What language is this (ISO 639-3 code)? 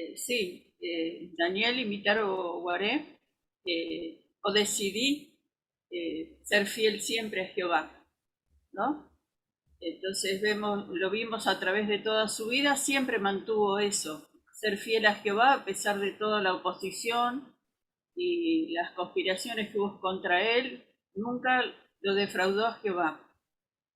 grn